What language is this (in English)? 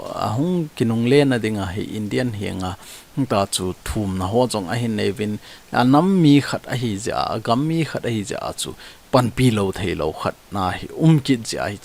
Thado Chin